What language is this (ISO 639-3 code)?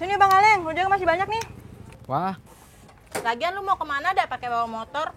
bew